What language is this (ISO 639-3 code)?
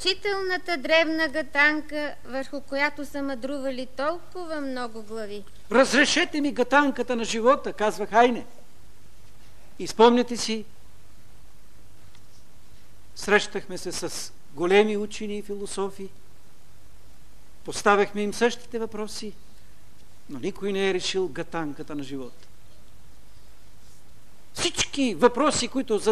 bul